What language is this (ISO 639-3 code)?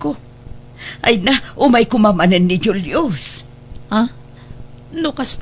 ilo